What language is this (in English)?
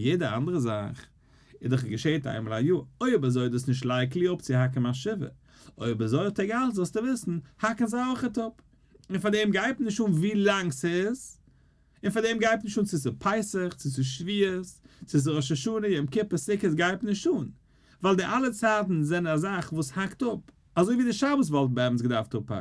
Yiddish